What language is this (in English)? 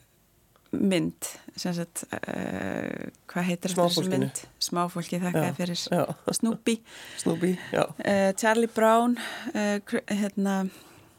Icelandic